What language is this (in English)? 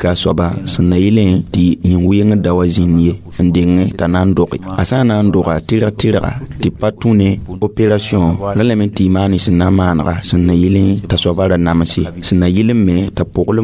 Mossi